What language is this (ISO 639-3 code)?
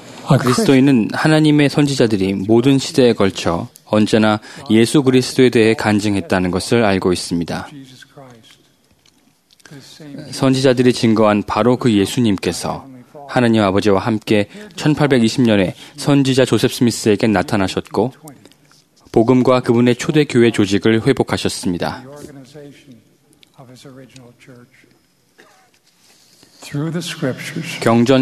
kor